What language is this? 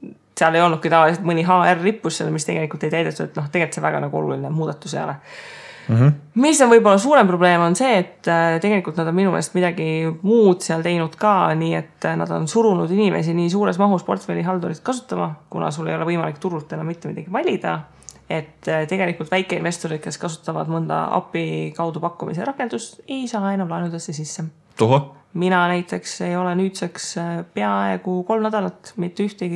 Estonian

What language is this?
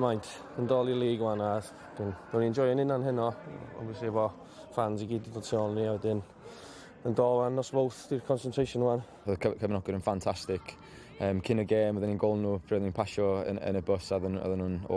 Welsh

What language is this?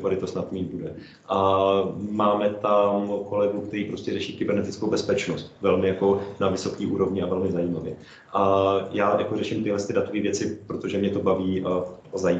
Czech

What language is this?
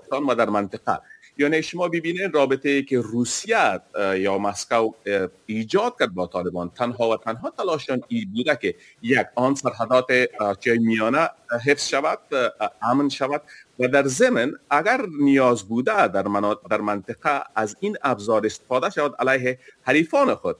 Persian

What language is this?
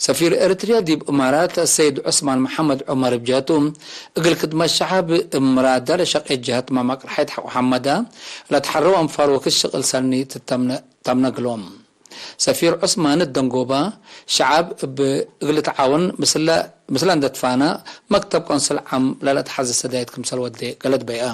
Tigre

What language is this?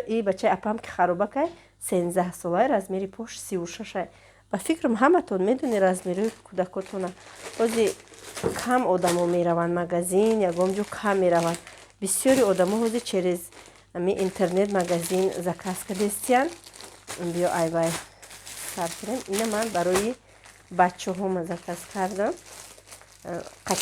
Tajik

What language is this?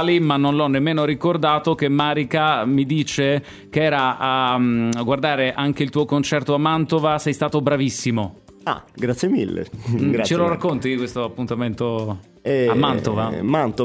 Italian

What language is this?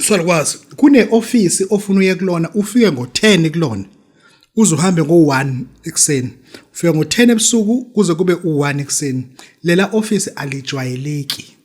Zulu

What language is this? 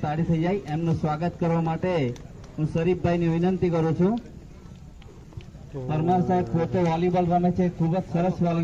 Gujarati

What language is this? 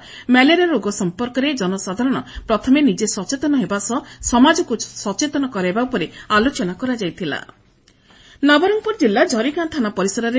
Odia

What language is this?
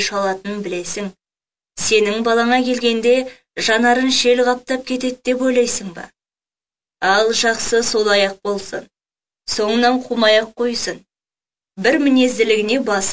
Kazakh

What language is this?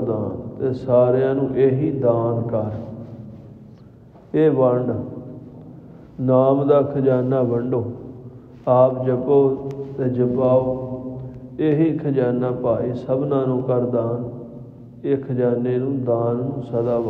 Punjabi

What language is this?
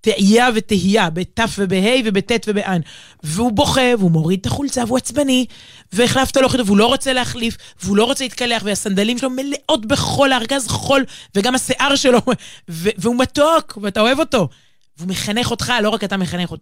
Hebrew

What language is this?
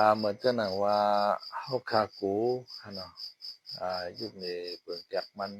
Shan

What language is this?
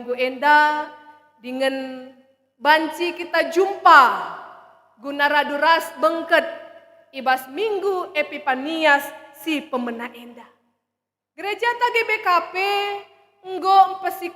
Batak Karo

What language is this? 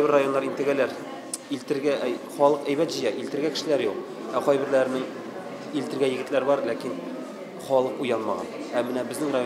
Tatar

